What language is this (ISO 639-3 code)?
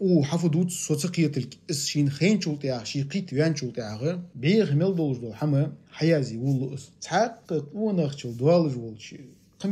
inh